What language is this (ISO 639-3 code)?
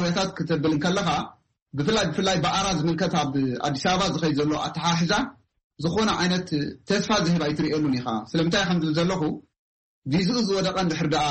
tir